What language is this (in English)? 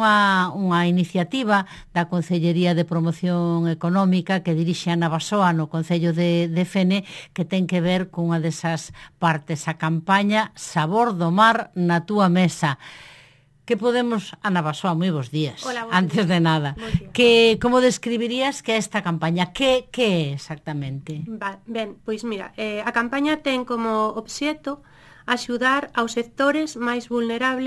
Galician